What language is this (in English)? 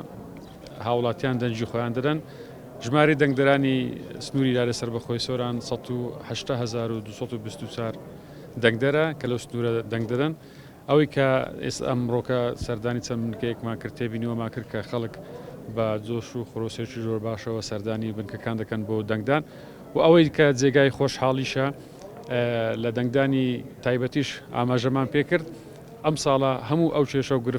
Central Kurdish